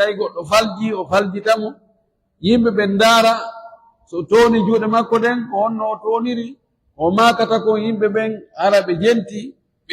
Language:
Fula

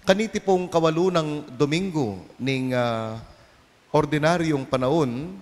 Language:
Pampanga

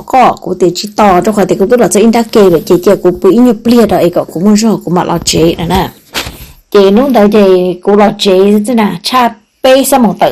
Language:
Hmong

